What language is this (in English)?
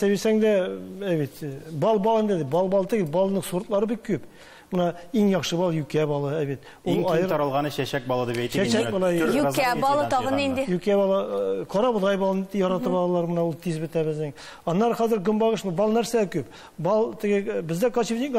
Tatar